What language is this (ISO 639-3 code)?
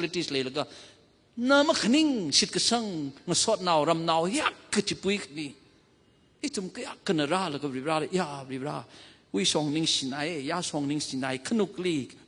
nmf